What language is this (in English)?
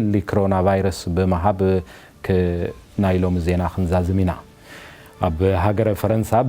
Tigrinya